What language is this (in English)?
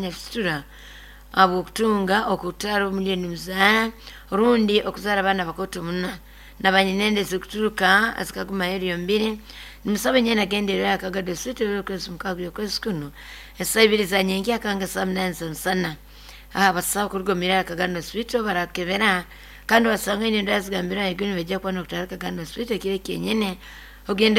Nyoro